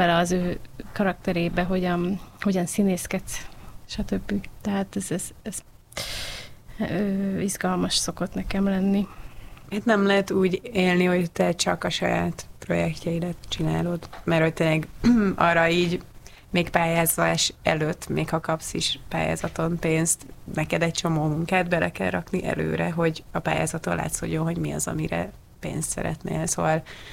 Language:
Hungarian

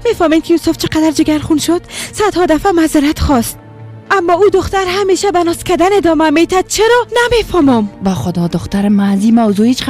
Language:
Persian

